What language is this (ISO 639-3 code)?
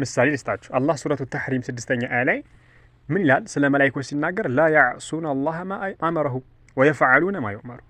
amh